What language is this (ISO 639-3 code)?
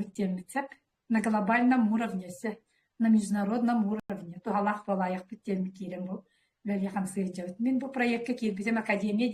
sah